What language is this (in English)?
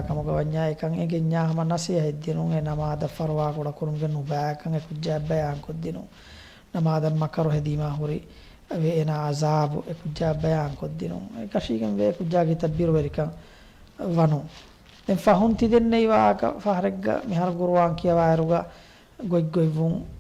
Divehi